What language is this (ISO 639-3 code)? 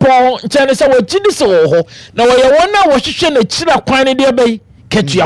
aka